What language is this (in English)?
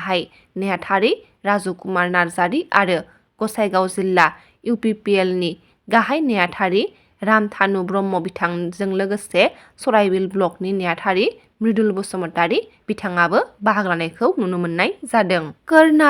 Bodo